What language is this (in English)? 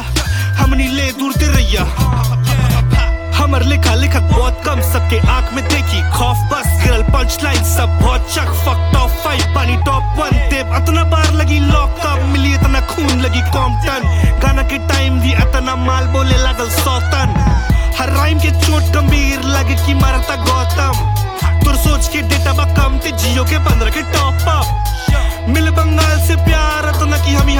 Bhojpuri